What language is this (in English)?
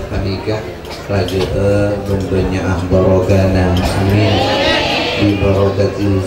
Madurese